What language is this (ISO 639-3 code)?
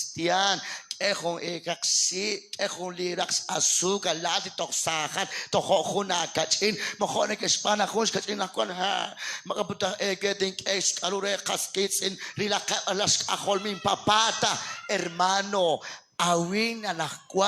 kek